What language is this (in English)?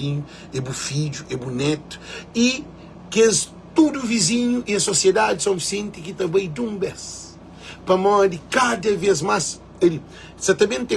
Kabuverdianu